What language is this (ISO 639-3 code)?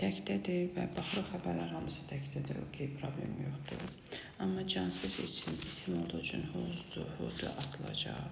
aze